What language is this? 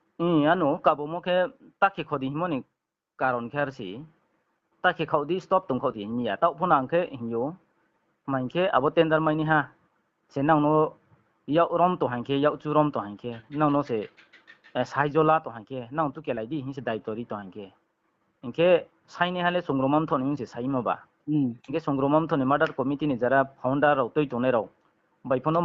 Riang (India)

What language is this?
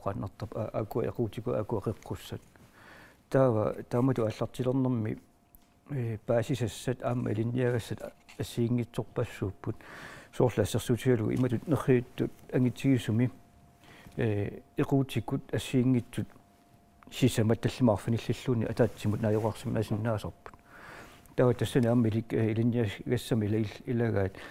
Kalaallisut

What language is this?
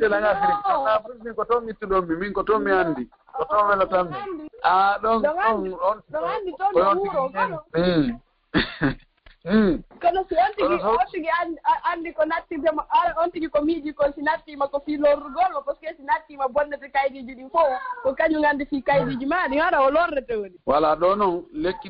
Fula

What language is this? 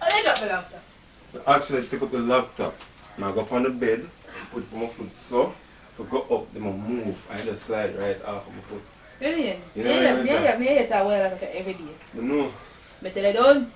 Jamaican Creole English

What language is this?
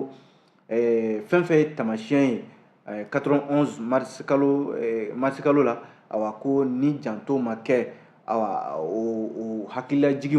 Bambara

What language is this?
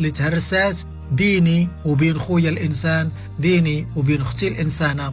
Moroccan Arabic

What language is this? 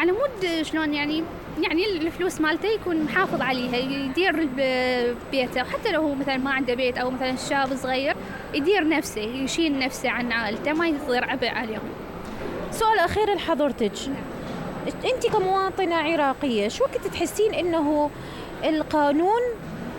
Mesopotamian Arabic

